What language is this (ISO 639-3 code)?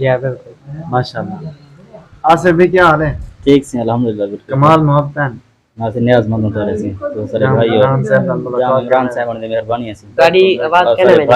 skr